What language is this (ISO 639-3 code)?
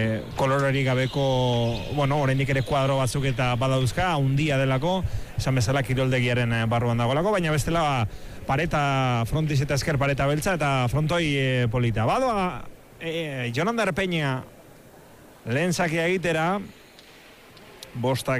eus